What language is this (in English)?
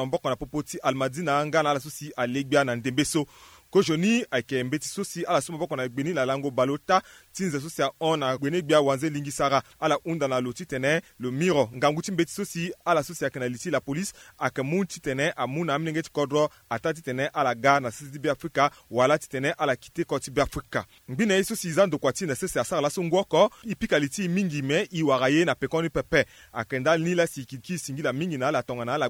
Sango